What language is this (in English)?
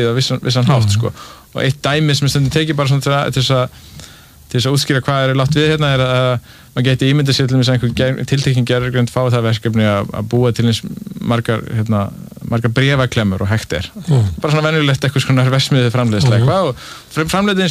Icelandic